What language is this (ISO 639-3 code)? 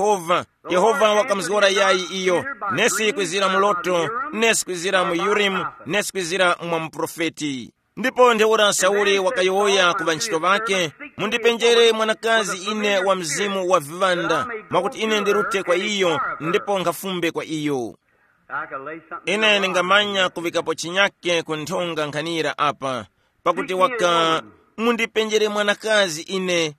tum